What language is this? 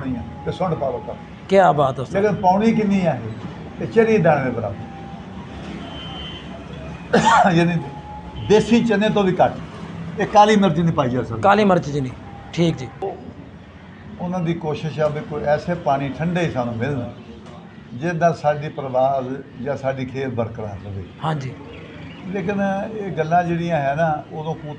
Punjabi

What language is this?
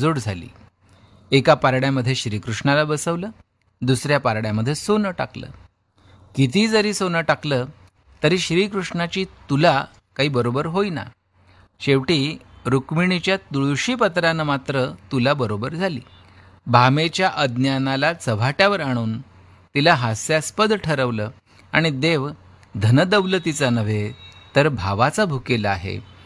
Marathi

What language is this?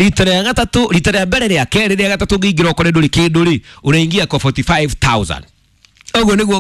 Kikuyu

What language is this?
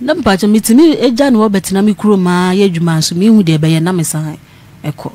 Akan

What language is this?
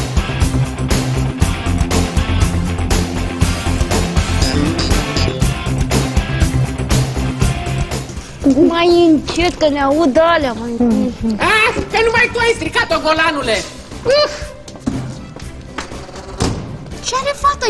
Romanian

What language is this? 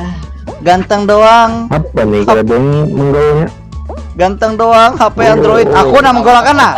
Banjar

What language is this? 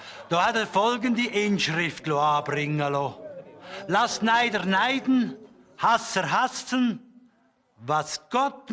Swiss German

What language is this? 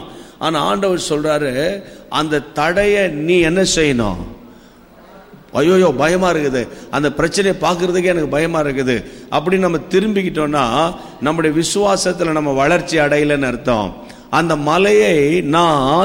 Tamil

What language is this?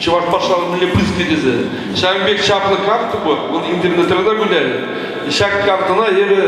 Chuvash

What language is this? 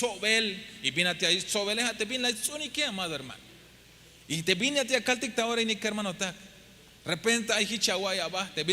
Tzeltal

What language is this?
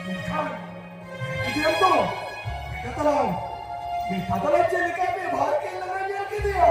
Santali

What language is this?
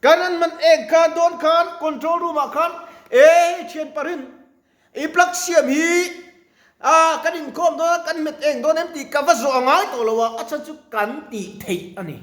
Mizo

